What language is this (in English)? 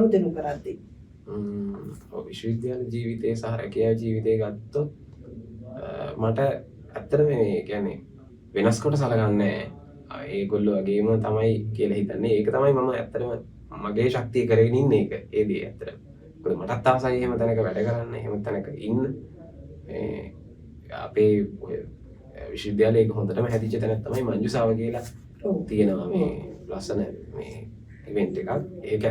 Sinhala